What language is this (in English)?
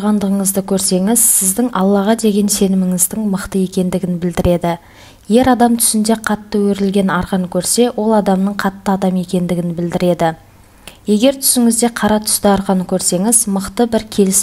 Kazakh